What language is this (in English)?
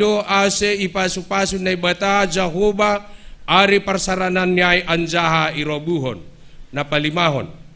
Batak Simalungun